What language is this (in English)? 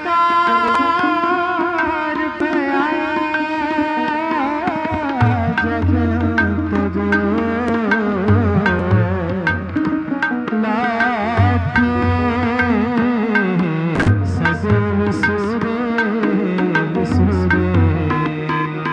Hindi